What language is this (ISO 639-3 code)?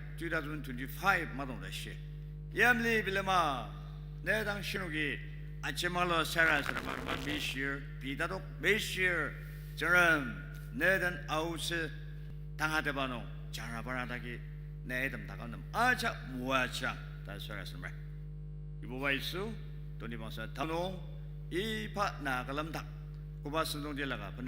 njo